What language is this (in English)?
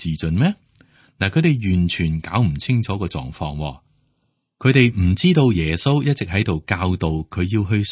Cantonese